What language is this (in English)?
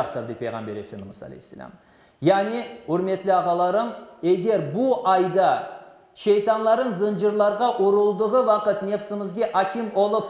Crimean Tatar